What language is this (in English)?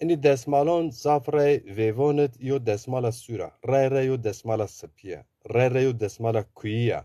Zaza